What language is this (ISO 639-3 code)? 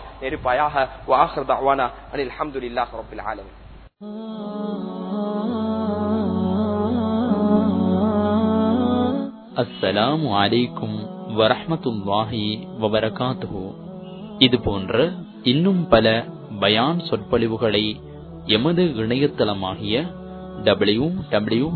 tam